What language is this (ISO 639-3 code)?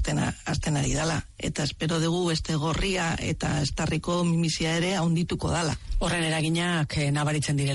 eus